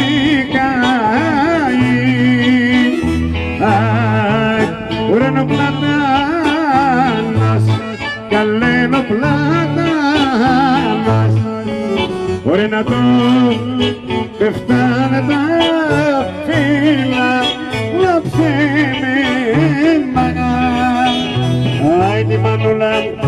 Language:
Greek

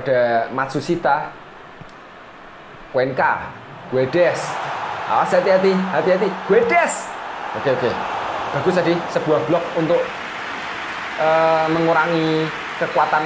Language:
Indonesian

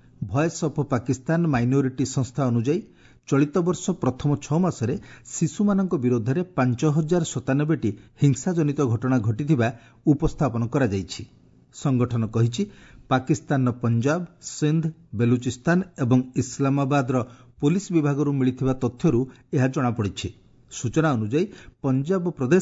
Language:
Odia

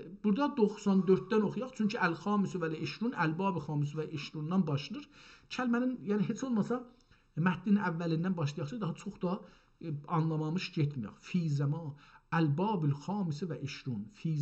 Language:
South Azerbaijani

